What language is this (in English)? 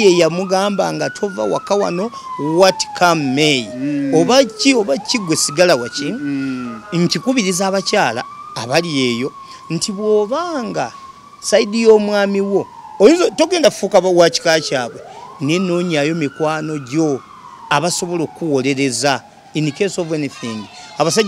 Ganda